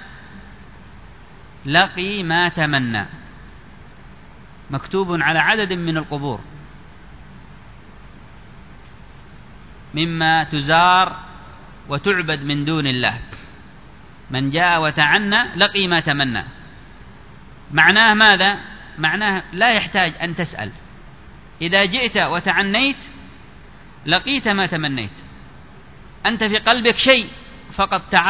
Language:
Arabic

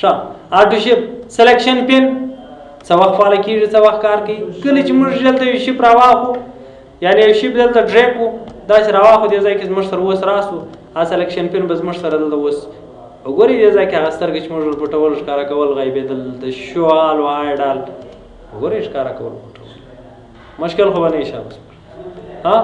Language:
Pashto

